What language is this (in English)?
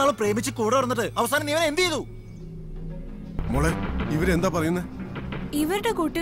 Malayalam